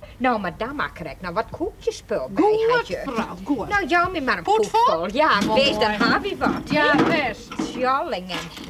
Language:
Western Frisian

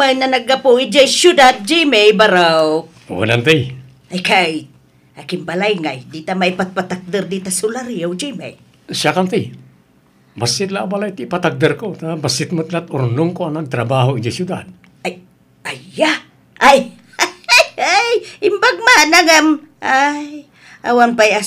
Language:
Iloko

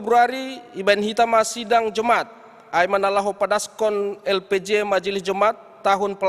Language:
Batak Simalungun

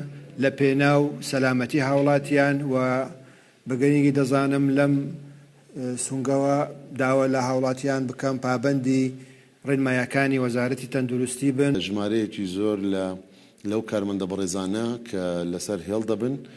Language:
Central Kurdish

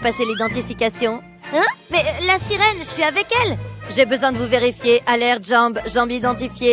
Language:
French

